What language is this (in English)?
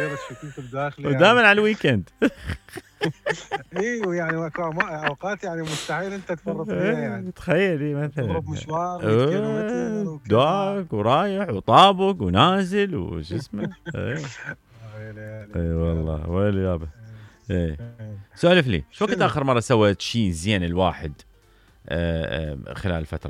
Mesopotamian Arabic